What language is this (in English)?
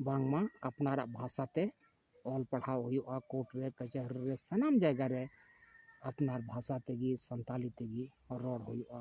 Santali